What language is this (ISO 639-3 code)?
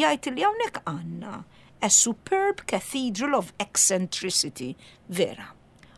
mlt